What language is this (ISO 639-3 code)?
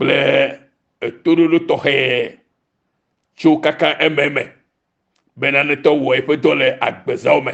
ewe